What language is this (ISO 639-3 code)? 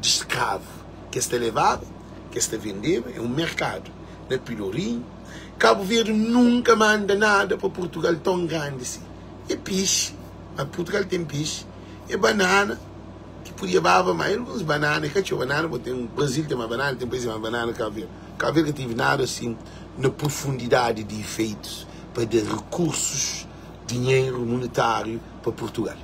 kea